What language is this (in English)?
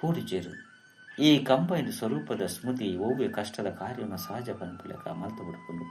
Tulu